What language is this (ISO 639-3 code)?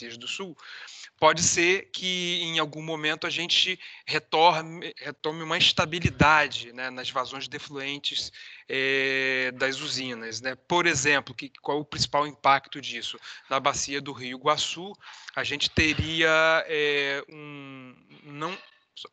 por